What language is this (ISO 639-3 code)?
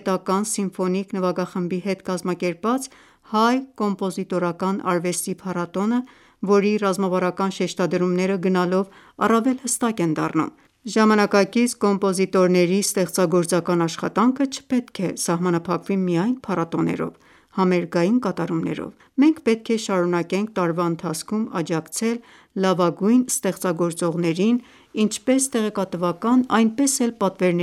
hye